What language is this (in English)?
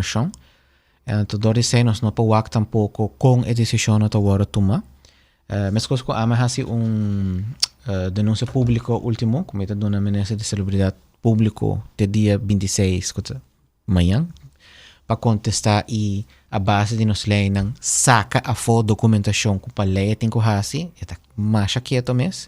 Papiamento